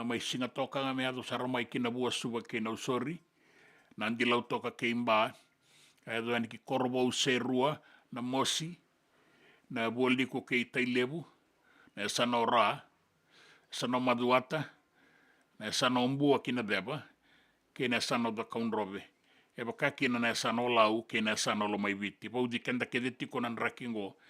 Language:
Fijian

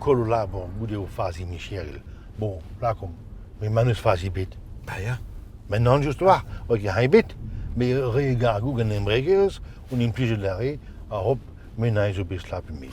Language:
Breton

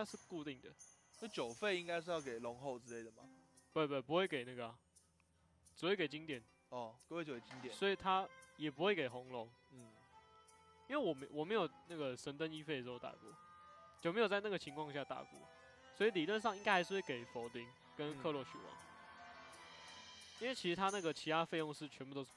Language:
Chinese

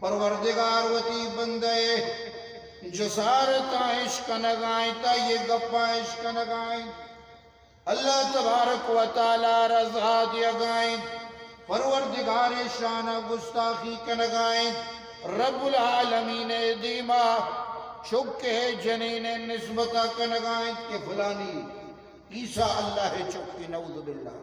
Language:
Eastern Balochi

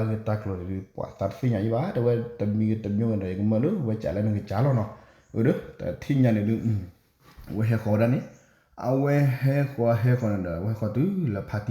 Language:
S'gaw Karen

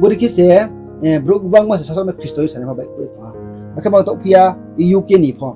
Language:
Riang (India)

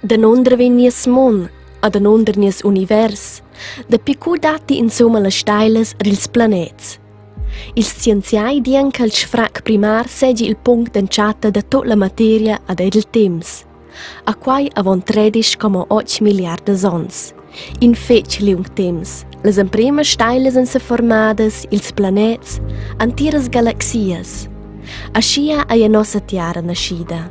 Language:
Romansh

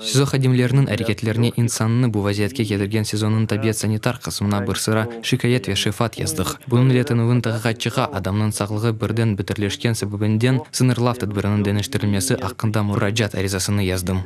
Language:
Crimean Tatar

